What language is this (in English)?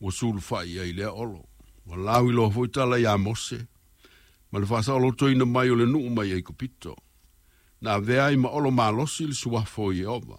Samoan